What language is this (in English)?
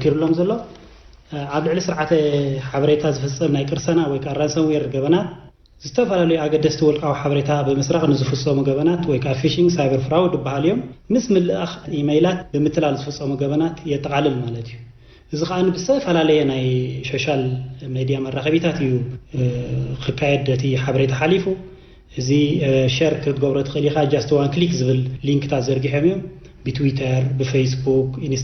Tigrinya